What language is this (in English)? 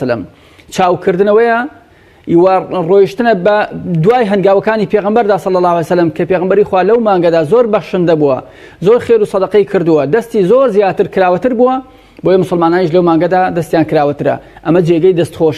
Central Kurdish